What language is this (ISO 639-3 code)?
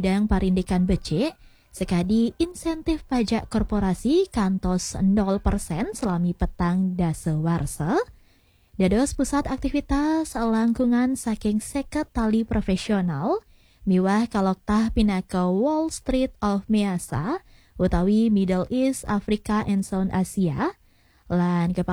ban